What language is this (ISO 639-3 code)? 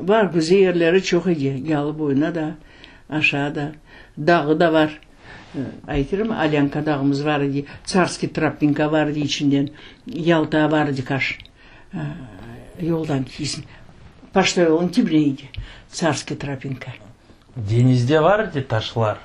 crh